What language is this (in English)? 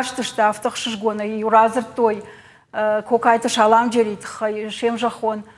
Ossetic